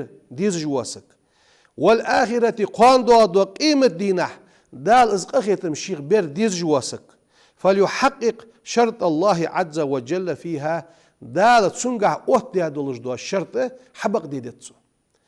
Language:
Ingush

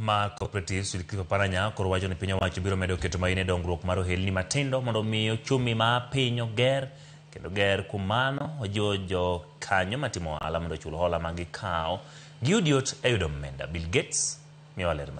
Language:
Luo (Kenya and Tanzania)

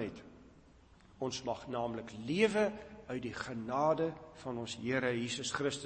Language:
Afrikaans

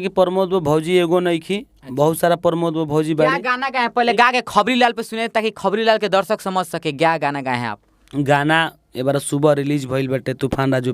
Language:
Bhojpuri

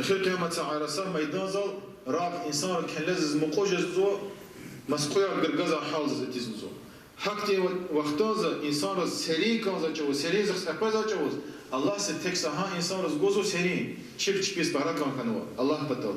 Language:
Lezghian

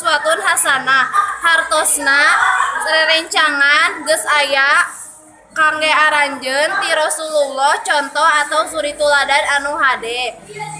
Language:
Sundanese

